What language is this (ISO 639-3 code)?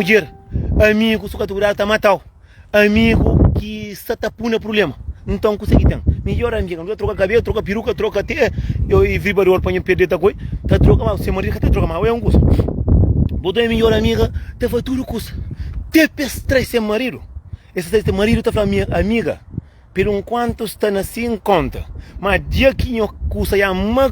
kea